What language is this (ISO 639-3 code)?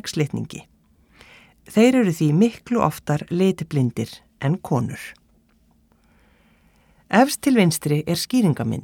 isl